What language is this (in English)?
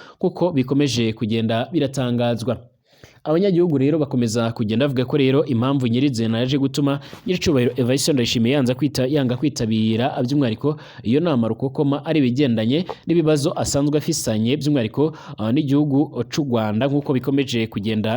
Rundi